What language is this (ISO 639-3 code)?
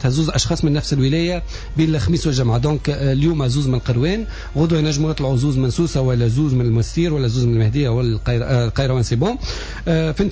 aeb